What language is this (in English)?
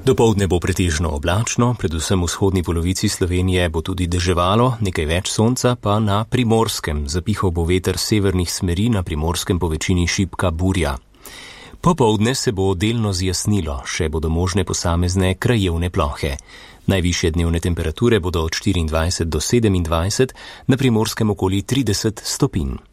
Slovenian